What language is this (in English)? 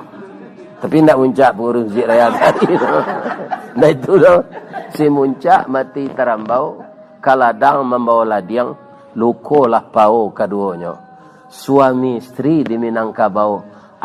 Minangkabau